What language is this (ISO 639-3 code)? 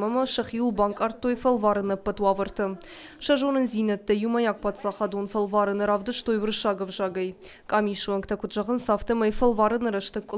oss